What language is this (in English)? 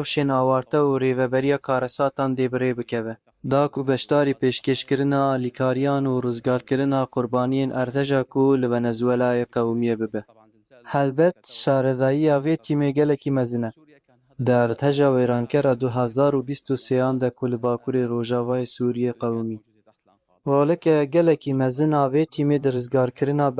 Kurdish